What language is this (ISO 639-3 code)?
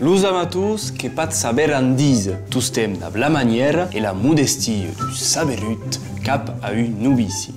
oci